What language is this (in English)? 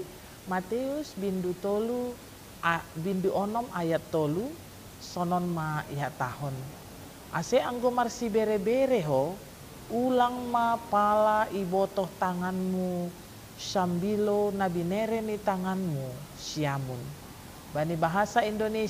Batak Simalungun